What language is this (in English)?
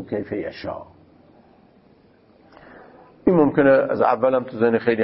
Persian